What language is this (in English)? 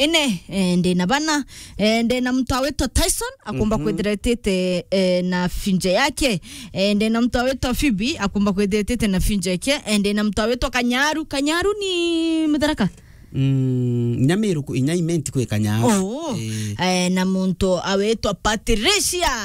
Meru